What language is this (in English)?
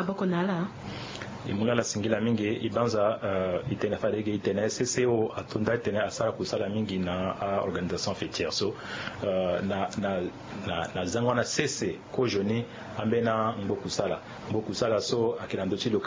Sango